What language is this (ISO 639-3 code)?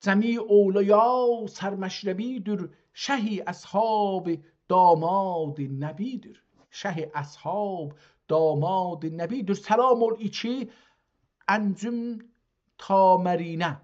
azb